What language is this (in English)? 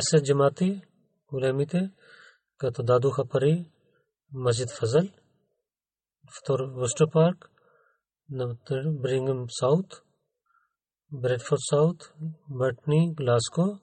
Bulgarian